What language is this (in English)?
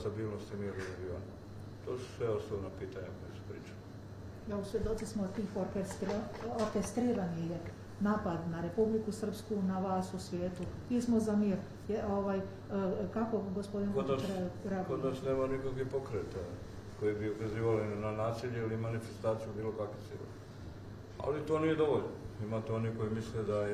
Serbian